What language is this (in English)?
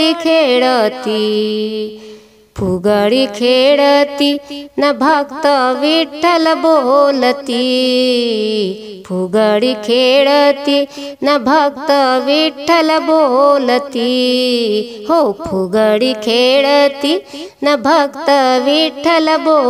Marathi